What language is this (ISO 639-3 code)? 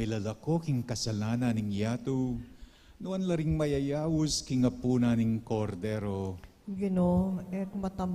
pam